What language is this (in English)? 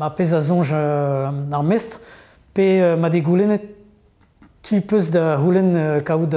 Breton